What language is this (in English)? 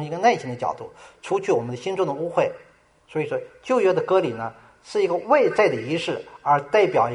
Chinese